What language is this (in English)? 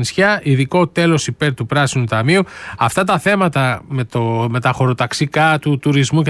Greek